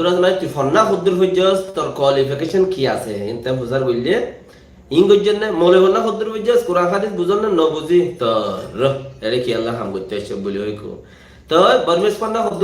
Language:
Rohingya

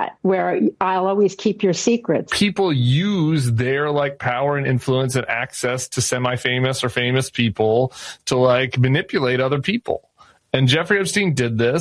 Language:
English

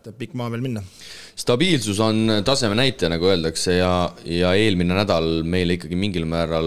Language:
Estonian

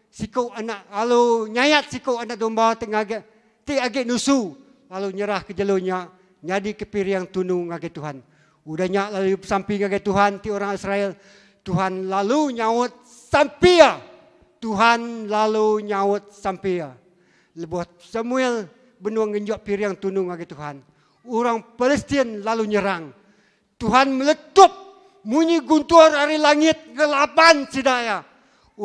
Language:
Iban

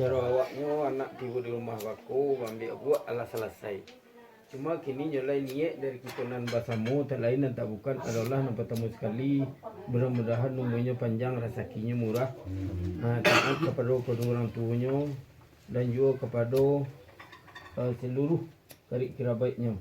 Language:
Minangkabau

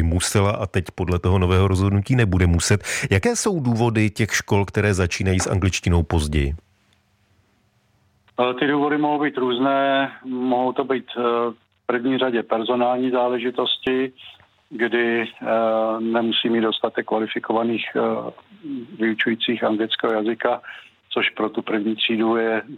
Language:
Czech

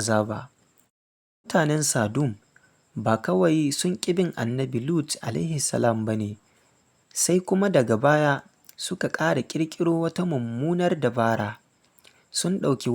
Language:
Hausa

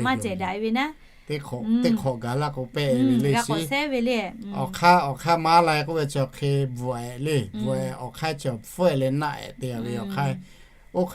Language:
Lahu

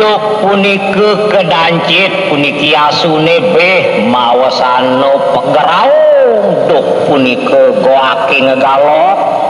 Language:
Balinese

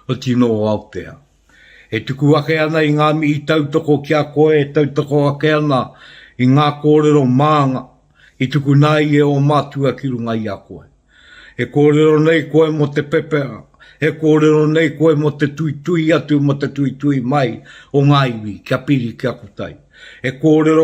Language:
Māori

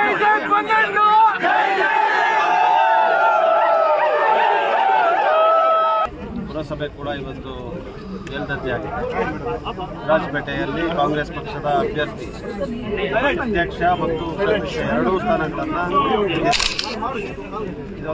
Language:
Kannada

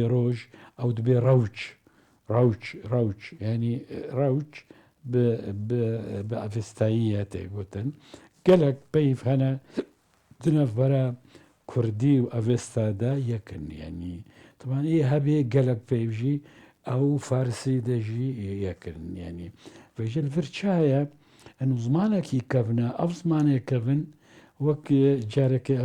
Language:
Kurdish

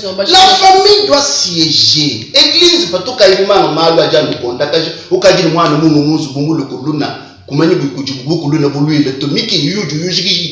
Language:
Luba-Lulua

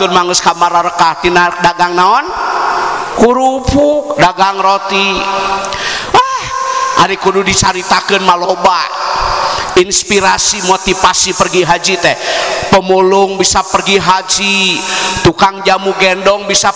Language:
Sundanese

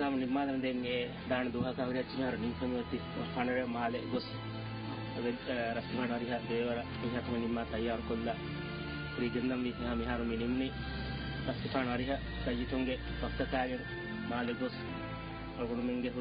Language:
Divehi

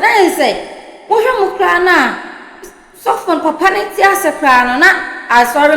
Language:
Akan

